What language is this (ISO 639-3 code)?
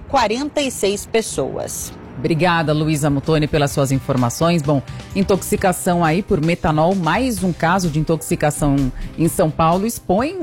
por